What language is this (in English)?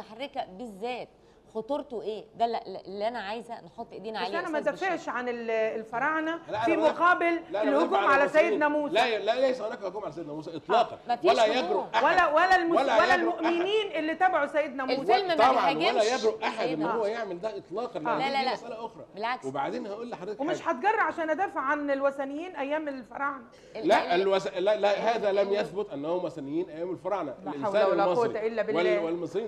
Egyptian Arabic